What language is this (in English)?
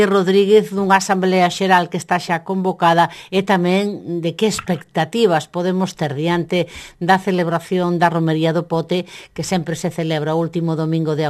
Galician